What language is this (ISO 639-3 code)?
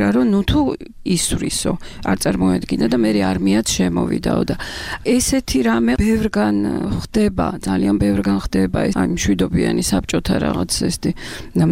kat